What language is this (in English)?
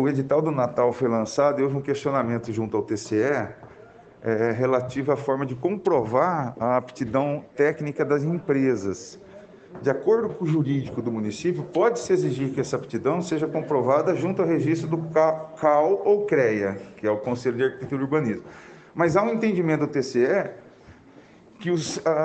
Portuguese